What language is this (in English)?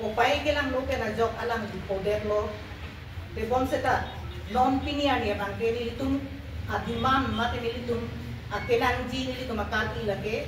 Karbi